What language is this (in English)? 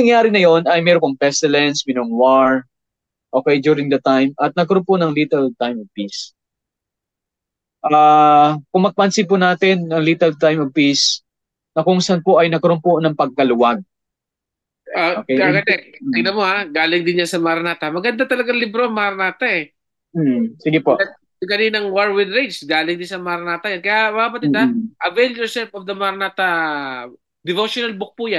Filipino